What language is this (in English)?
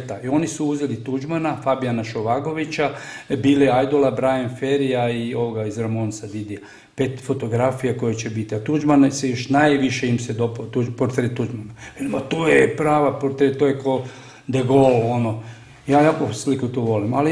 Croatian